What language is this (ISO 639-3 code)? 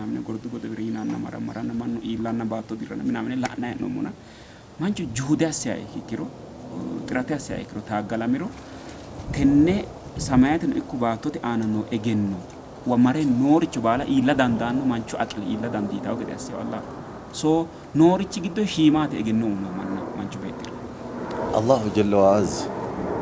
sid